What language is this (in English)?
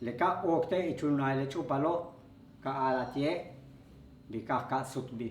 Yucateco